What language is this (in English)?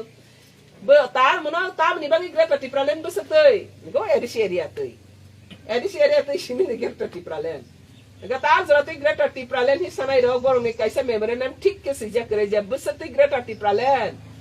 Kok Borok